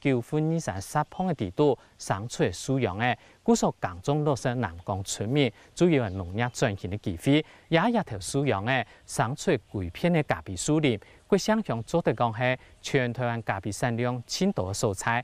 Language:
Hakka Chinese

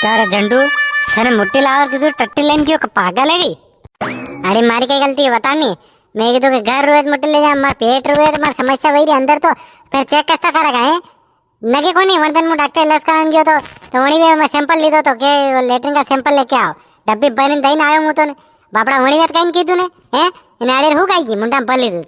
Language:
Rajasthani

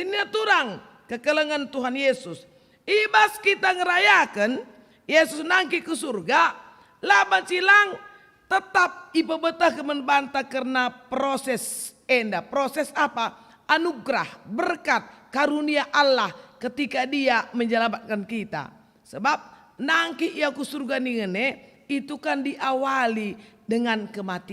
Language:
Batak Karo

